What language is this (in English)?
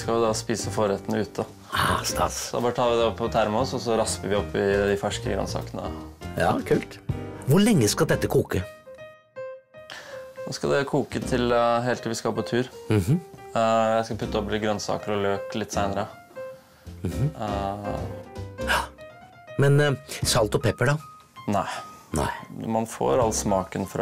Norwegian